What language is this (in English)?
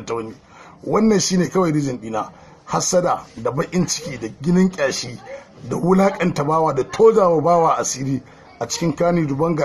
Hausa